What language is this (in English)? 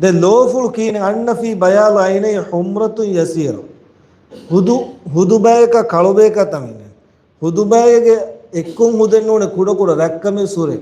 Divehi